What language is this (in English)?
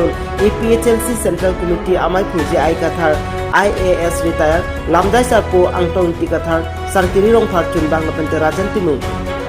Karbi